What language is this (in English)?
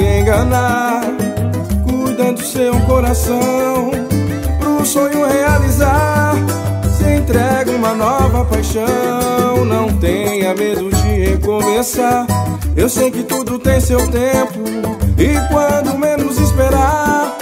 Portuguese